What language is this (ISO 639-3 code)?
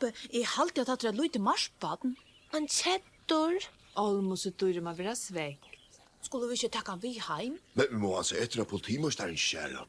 fao